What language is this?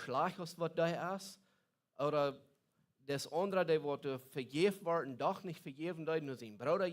Plautdietsch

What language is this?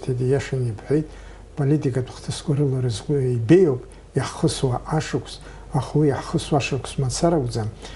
Abkhazian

